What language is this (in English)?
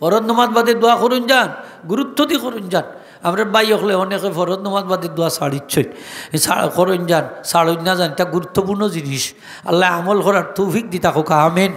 Sylheti